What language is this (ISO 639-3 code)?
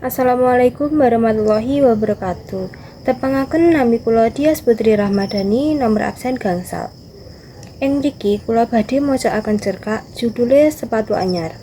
jav